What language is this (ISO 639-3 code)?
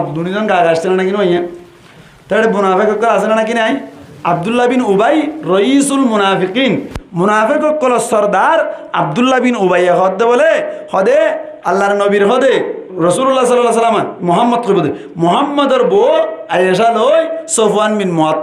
rhg